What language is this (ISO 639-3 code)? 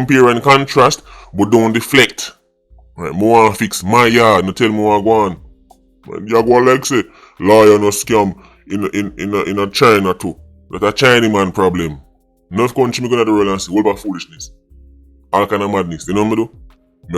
jam